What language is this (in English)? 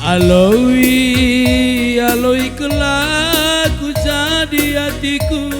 Batak Karo